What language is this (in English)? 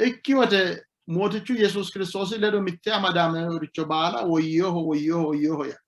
Sidamo